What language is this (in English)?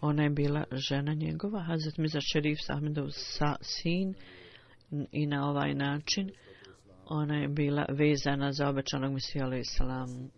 Bosnian